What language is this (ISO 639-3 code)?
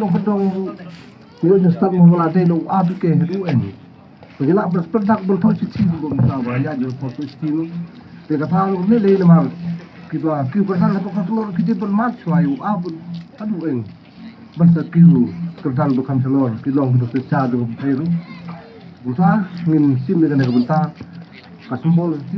kha